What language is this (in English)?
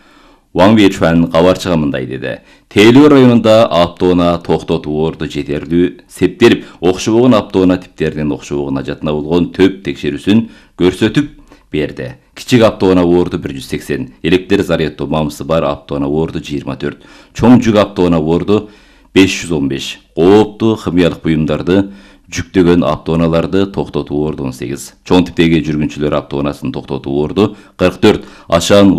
Kyrgyz